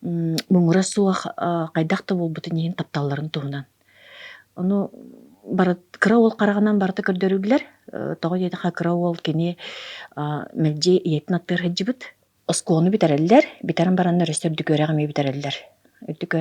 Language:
Yakut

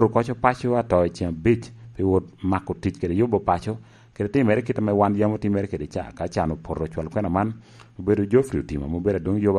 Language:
Lango (Uganda)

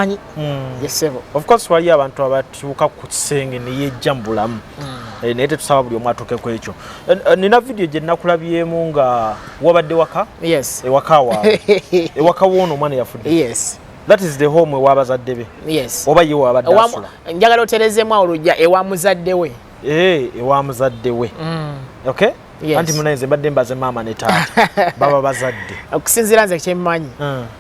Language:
Ganda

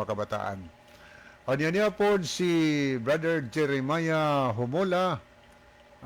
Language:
Cebuano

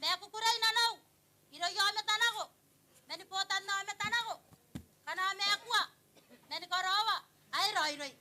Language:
Gilbertese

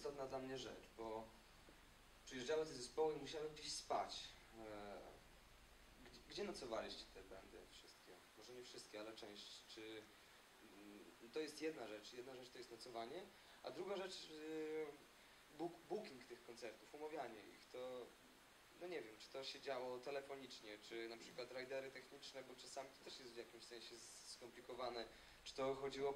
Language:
Polish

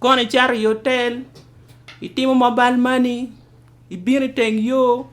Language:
Acoli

